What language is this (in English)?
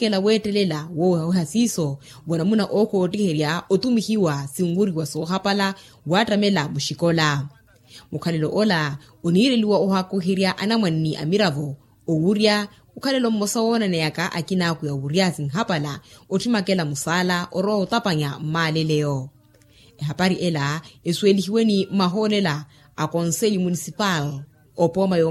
Makhuwa